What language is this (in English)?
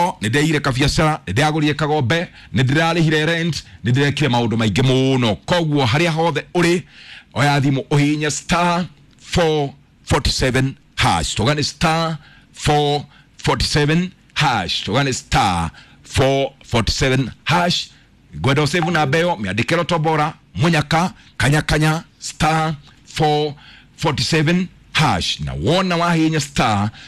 Kikuyu